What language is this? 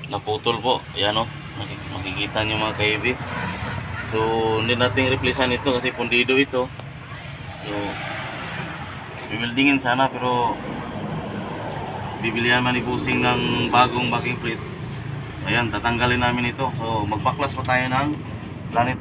Filipino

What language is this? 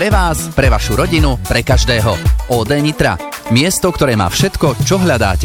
Slovak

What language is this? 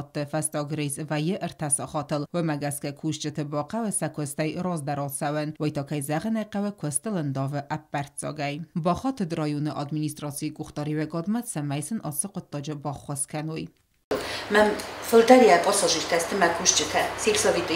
Ossetic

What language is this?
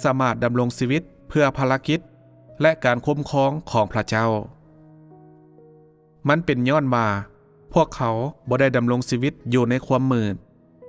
Lao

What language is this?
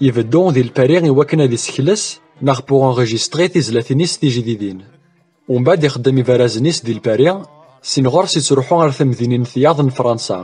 Kabyle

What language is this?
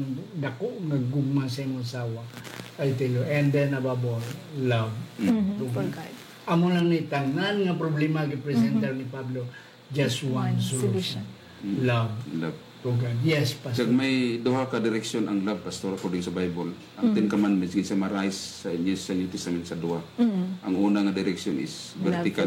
Hiligaynon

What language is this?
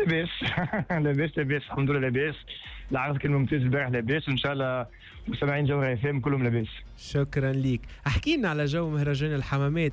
Tunisian Arabic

